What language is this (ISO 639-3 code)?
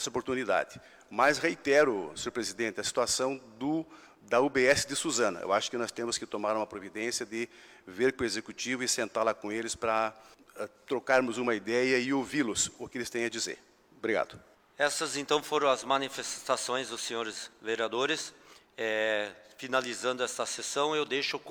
por